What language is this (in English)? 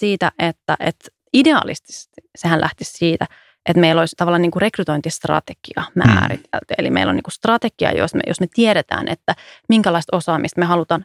Finnish